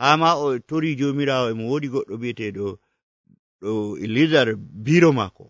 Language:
Nigerian Fulfulde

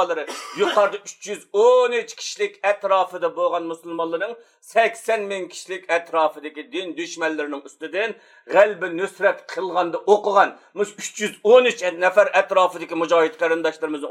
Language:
Uyghur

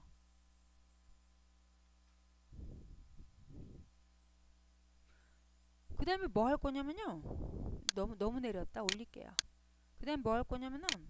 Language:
Korean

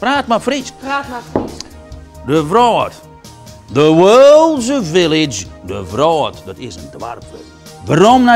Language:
Western Frisian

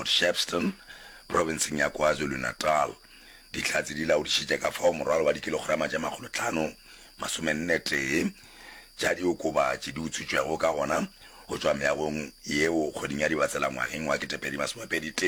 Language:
Northern Sotho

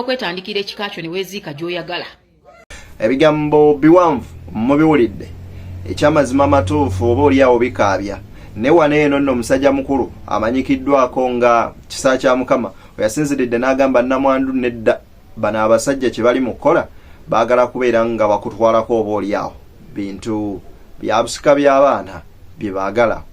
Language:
Ganda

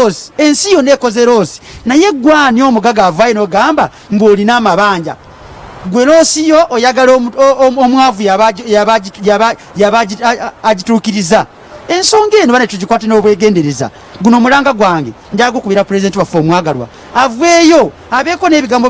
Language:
Ganda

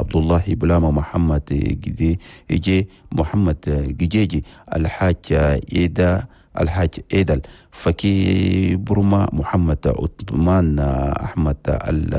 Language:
Chadian Arabic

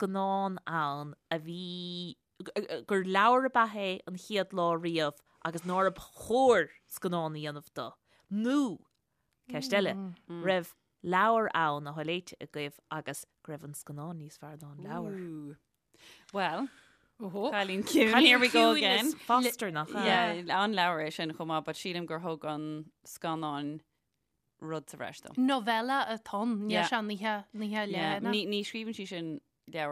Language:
Irish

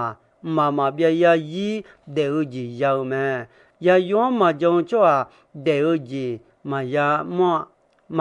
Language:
Akha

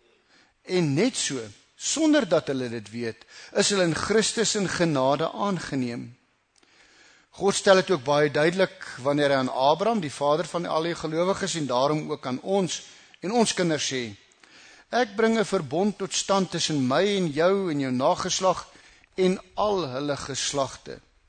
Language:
Afrikaans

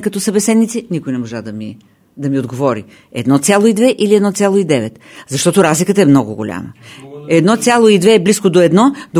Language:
Bulgarian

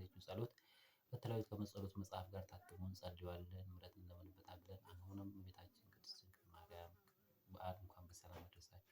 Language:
Amharic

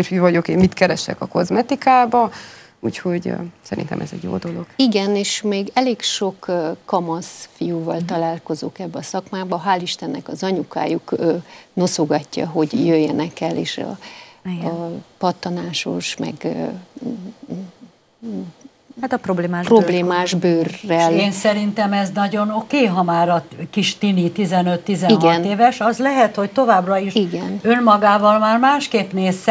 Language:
Hungarian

